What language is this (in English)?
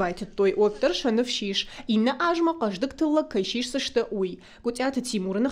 Ossetic